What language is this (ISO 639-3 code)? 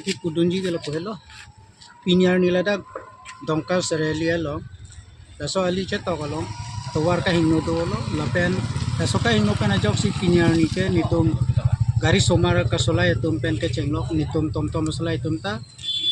mjw